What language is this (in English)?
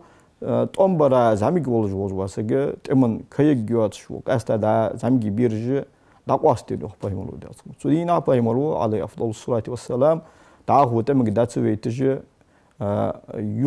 Ingush